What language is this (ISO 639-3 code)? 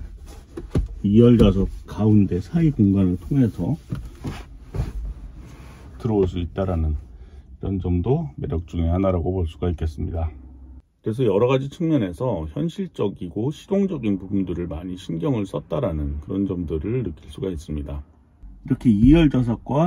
kor